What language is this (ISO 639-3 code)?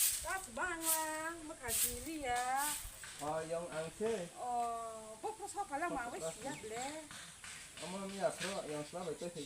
trp